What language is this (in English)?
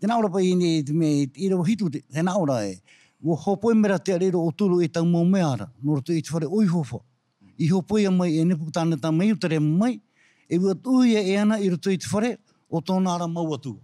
Tahitian